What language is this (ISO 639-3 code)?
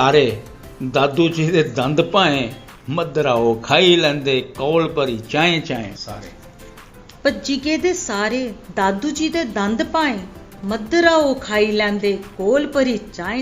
doi